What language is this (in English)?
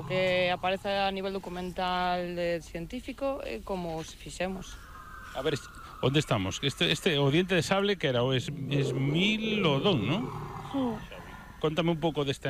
Galician